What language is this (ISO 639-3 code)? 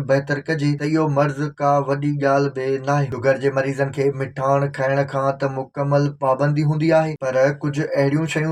snd